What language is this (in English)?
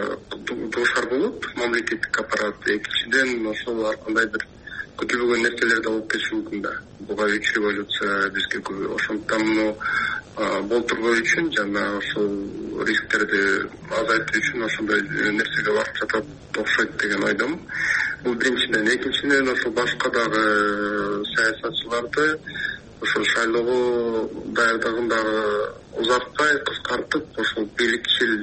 Kyrgyz